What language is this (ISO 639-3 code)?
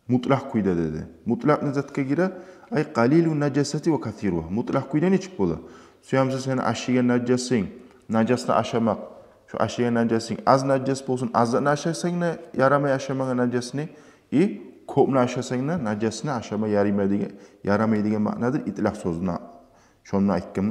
kum